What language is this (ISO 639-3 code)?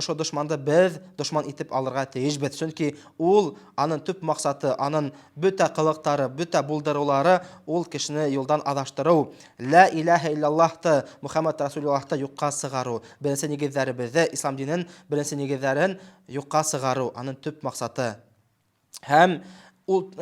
bak